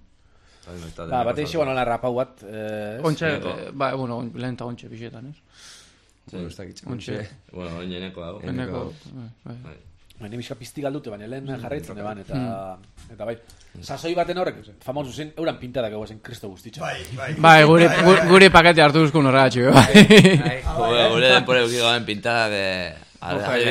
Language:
Basque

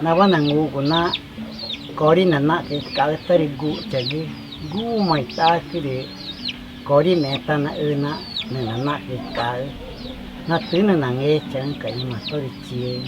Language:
Ticuna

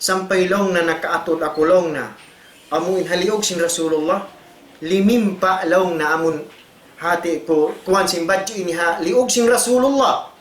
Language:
Tausug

